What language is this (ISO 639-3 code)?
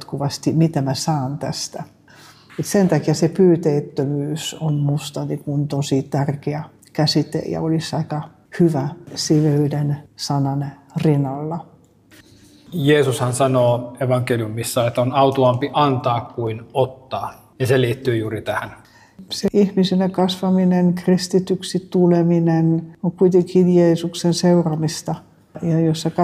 fin